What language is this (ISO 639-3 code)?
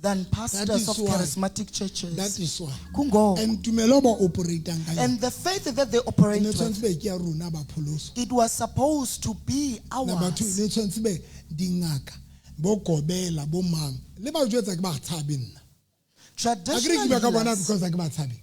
sot